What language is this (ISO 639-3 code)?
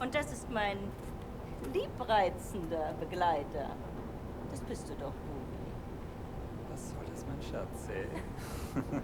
gsw